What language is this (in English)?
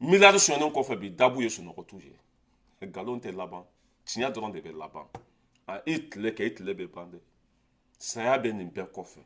Bambara